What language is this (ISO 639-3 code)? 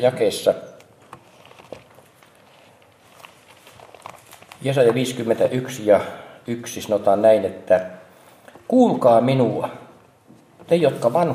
fin